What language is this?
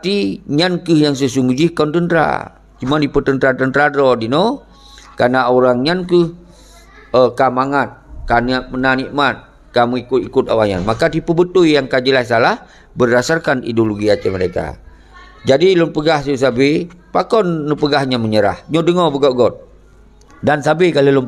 Achinese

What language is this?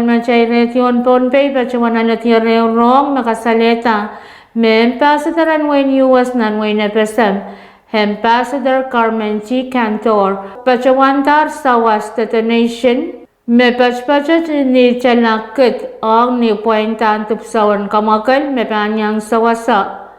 Pohnpeian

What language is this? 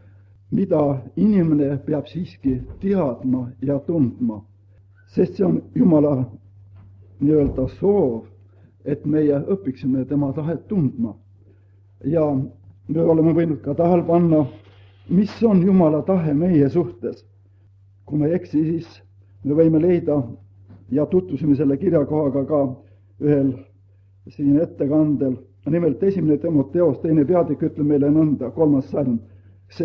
Estonian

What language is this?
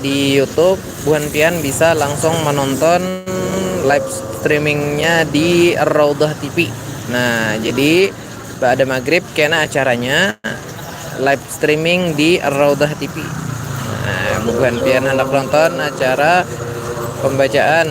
Banjar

